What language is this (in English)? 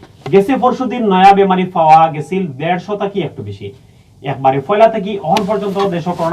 Sylheti